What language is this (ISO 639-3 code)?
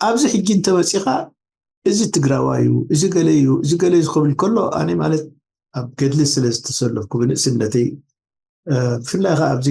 tir